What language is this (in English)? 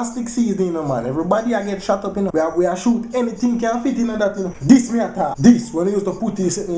Jamaican Creole English